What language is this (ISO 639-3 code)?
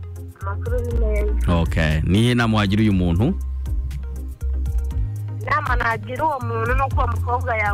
kin